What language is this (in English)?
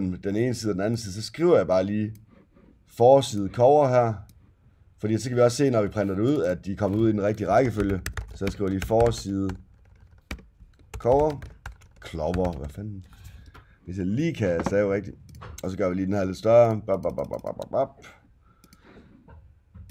Danish